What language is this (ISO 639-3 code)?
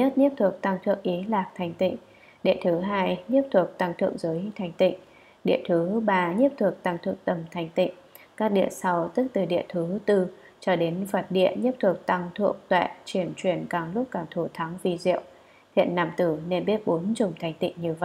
vie